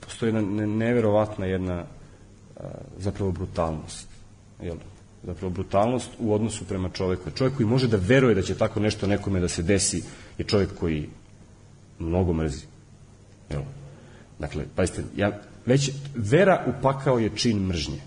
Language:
Serbian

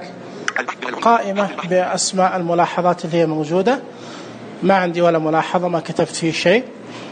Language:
Najdi Arabic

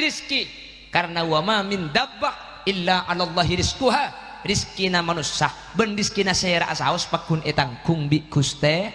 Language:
Madurese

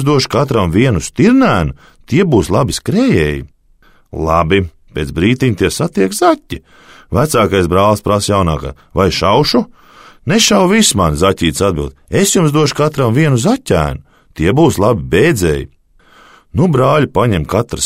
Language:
Latvian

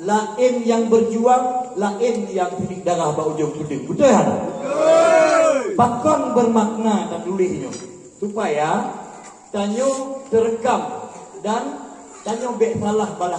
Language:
Achinese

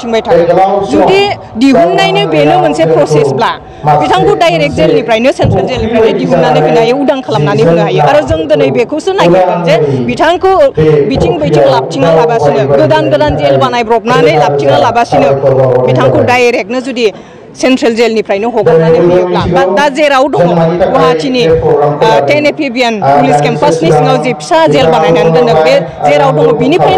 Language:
Bodo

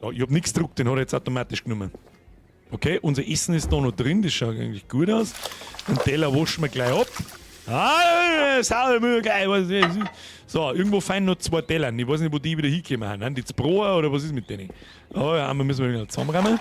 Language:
Bavarian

